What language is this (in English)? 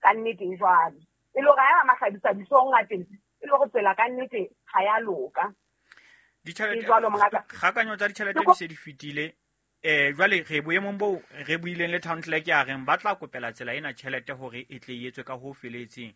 Southern Sotho